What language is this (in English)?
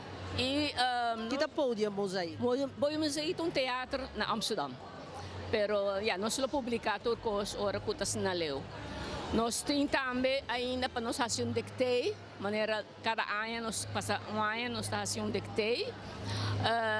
Papiamento